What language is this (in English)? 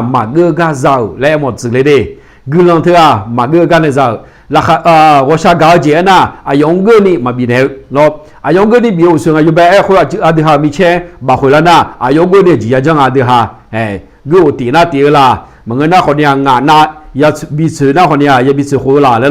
Akha